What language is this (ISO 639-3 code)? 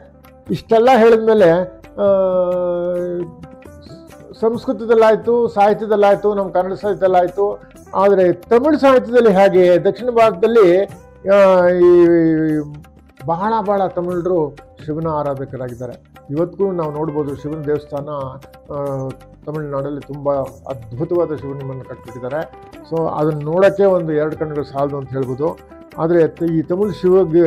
kan